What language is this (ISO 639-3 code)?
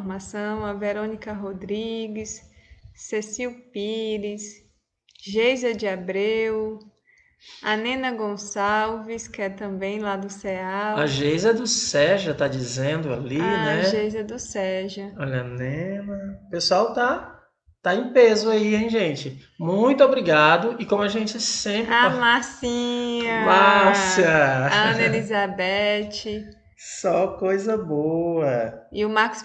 por